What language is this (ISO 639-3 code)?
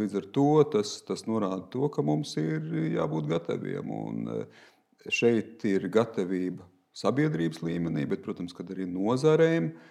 lav